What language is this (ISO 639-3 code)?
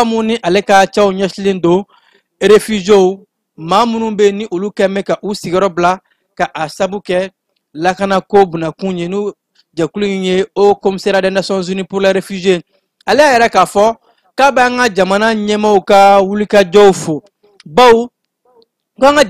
bam